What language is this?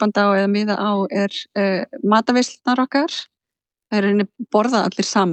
Icelandic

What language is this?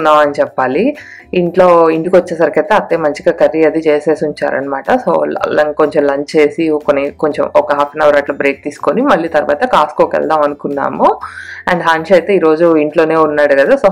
Telugu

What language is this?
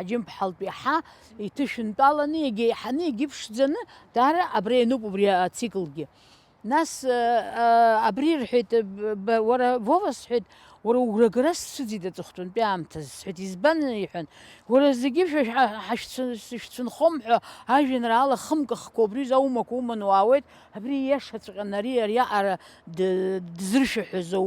Abkhazian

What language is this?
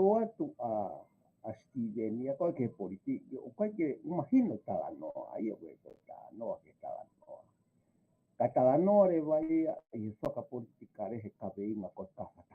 Tongan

